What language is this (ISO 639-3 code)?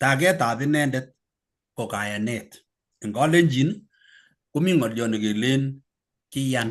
kln